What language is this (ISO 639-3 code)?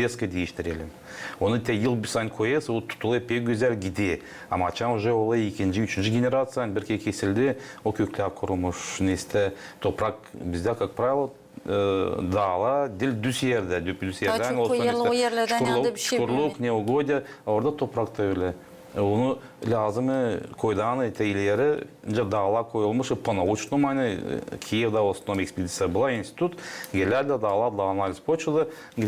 gag